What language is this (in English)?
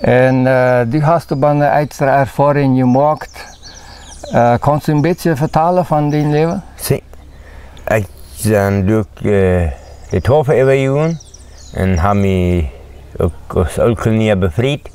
Plautdietsch